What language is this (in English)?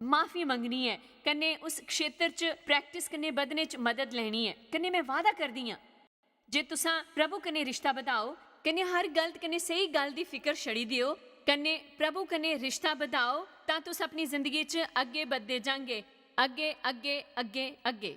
Dogri